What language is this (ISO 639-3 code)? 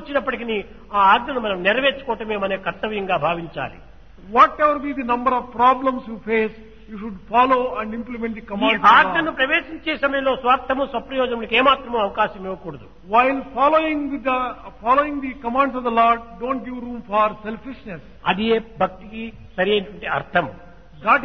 tel